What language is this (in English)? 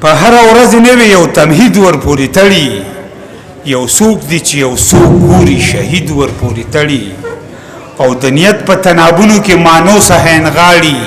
Pashto